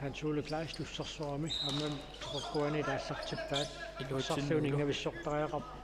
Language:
Kalaallisut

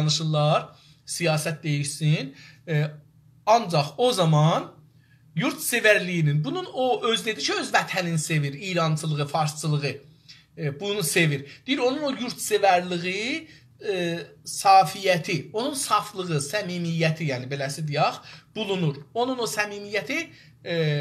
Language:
South Azerbaijani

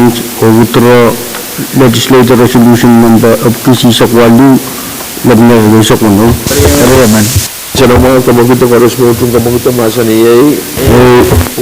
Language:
Pohnpeian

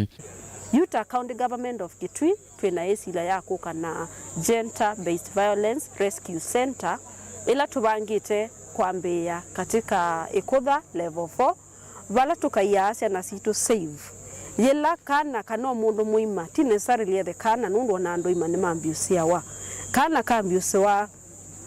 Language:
Kamba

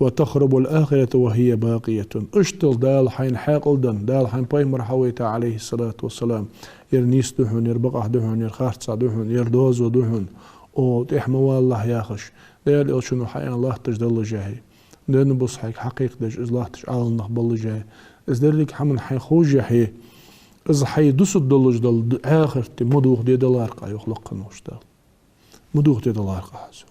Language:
Ingush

